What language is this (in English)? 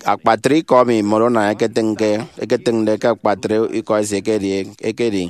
Efik